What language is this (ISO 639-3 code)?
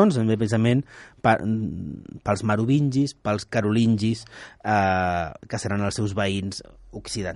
cat